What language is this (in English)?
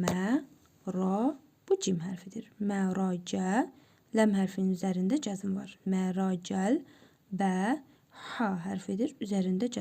Azerbaijani